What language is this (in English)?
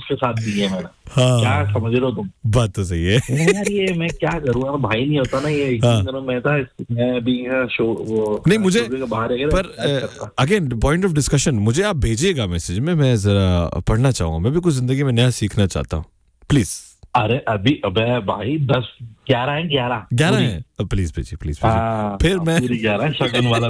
Hindi